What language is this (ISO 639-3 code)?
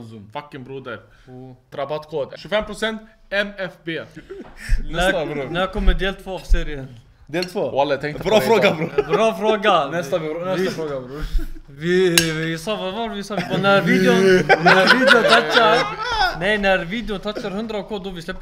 swe